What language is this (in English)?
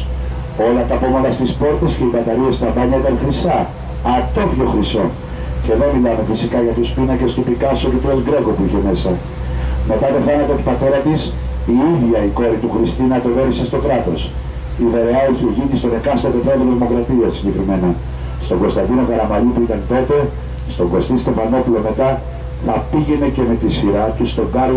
Greek